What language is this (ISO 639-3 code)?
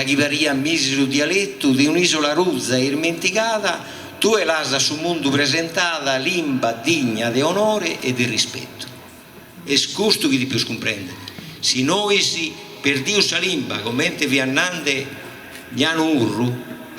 srd